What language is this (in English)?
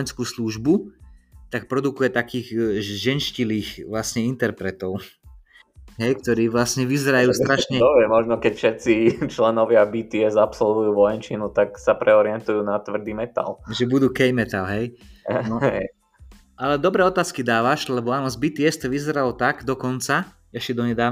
Slovak